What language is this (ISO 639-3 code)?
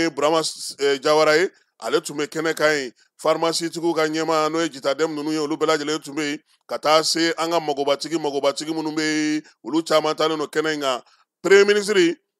bam